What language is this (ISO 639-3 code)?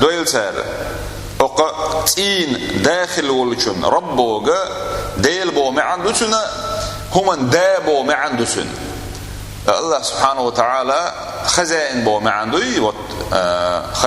che